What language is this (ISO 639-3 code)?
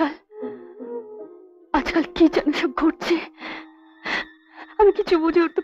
ben